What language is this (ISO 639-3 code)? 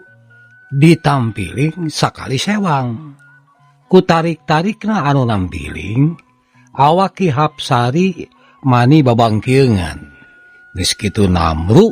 sun